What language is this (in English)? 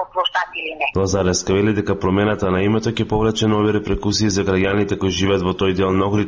Macedonian